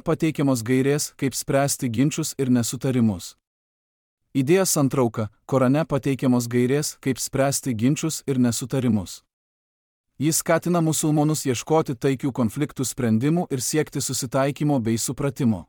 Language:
Lithuanian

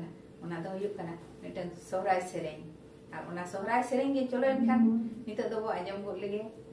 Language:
Santali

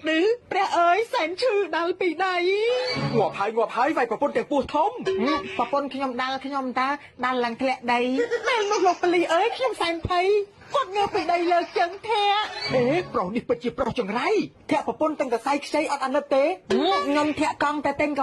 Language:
Khmer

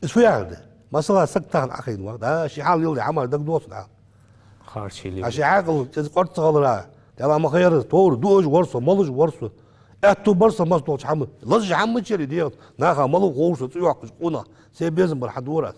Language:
Ingush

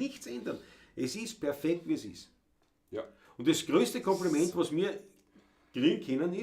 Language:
Bavarian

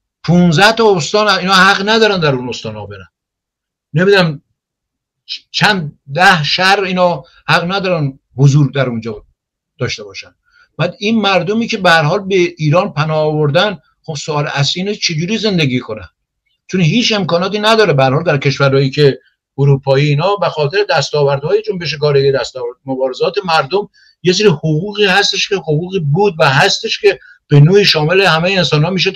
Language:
Persian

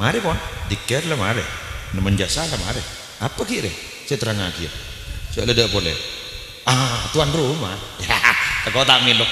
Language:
Madurese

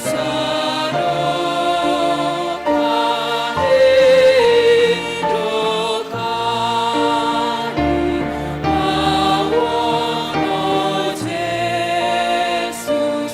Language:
Batak Simalungun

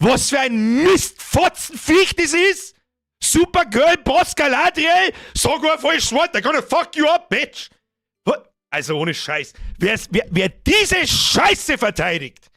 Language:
Bavarian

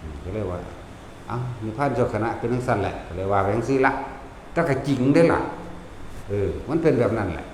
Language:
Northeastern Thai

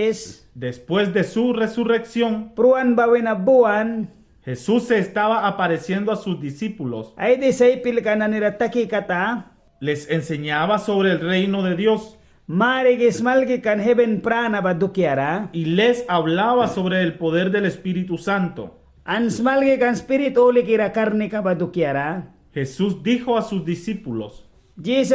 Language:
Mískito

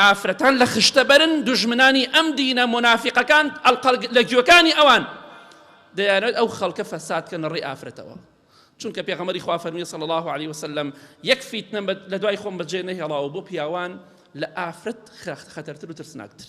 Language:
Central Kurdish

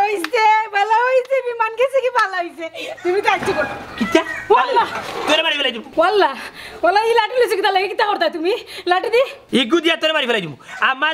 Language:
Sylheti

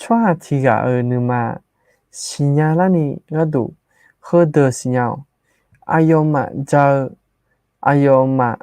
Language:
Akha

